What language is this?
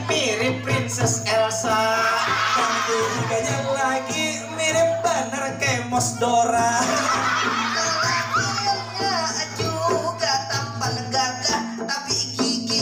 Banjar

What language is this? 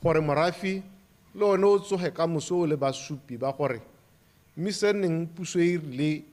Tswana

